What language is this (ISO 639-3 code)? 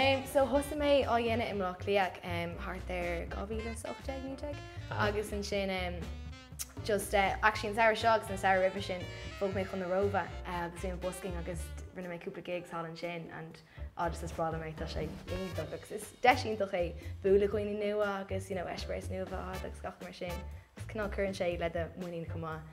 gle